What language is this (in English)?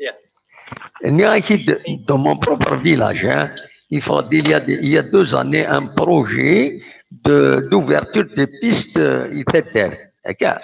Kabyle